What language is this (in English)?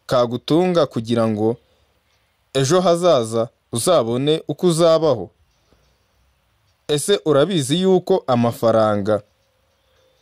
Kinyarwanda